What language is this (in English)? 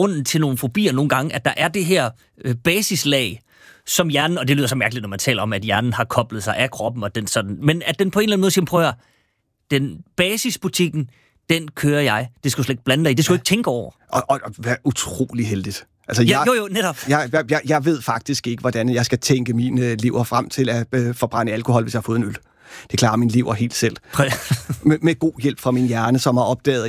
Danish